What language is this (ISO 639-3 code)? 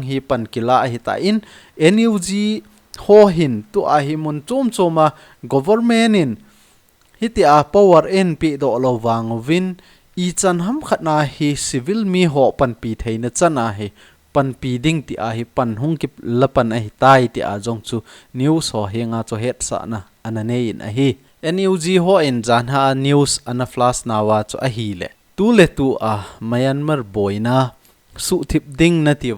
tcz